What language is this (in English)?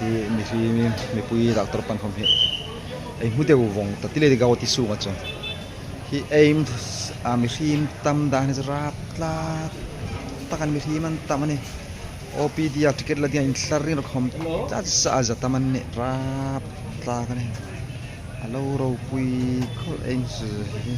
Hmar